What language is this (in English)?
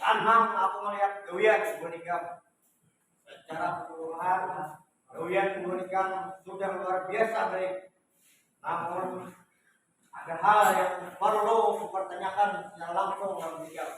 Banjar